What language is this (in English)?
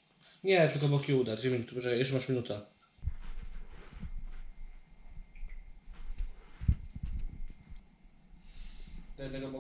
Polish